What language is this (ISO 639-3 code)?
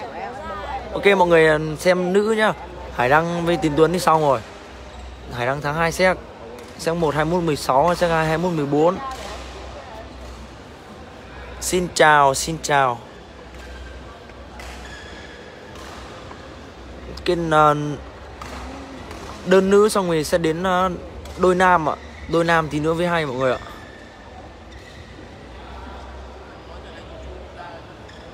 vie